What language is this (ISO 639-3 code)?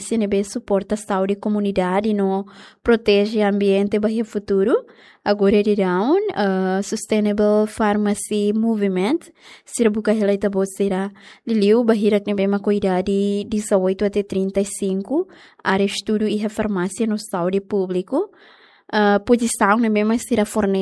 tet